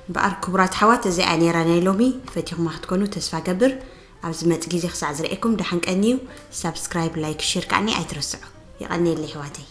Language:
Tigrinya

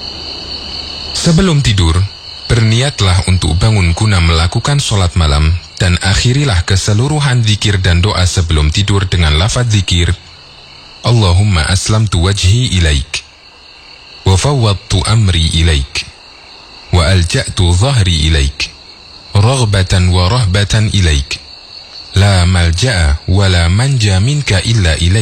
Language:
Indonesian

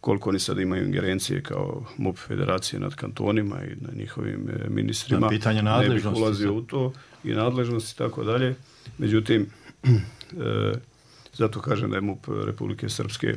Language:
Bosnian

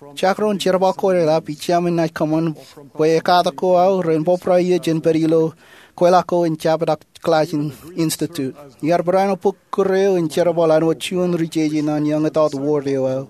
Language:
Marshallese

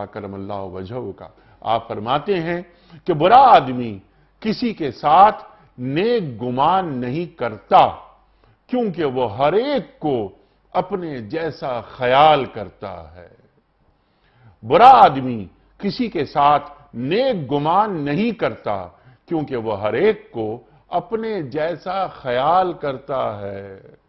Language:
Urdu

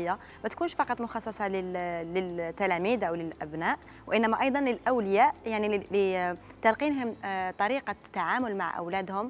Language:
Algerian Arabic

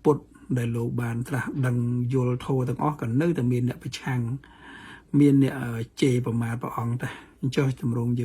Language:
Khmer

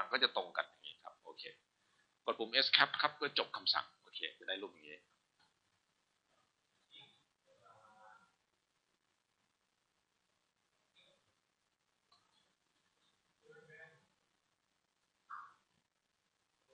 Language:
Thai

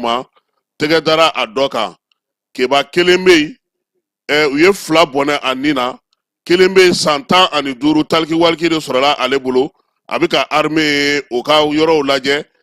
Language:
Bambara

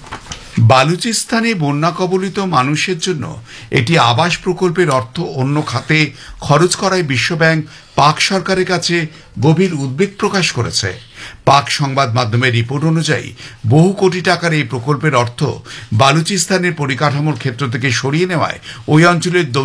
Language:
Bangla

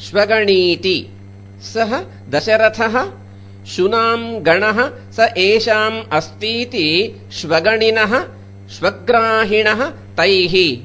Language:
Sanskrit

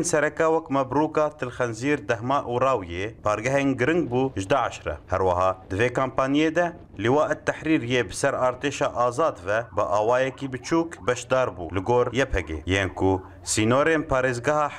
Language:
Kurdish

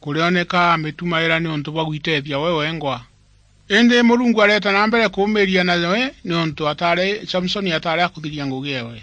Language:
Meru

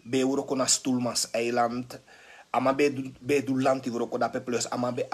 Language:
Sranan Tongo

